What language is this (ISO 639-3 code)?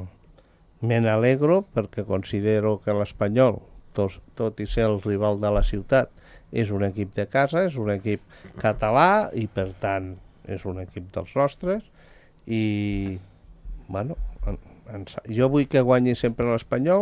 cat